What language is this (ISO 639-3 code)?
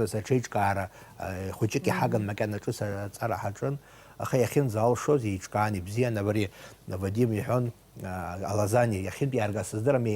abk